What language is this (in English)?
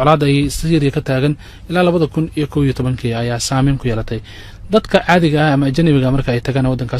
Somali